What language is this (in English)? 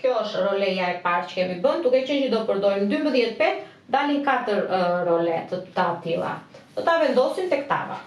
Albanian